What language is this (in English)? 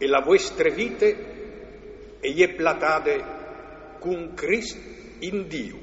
Friulian